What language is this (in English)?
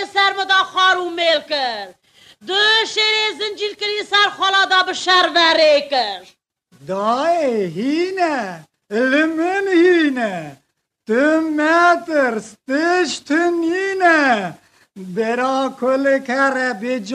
Kurdish